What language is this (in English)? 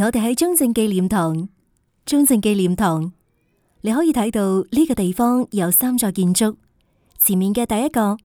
Cantonese